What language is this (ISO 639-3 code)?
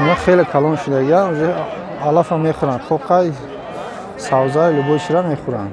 tgk